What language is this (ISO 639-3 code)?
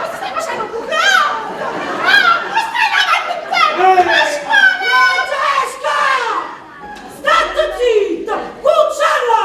nap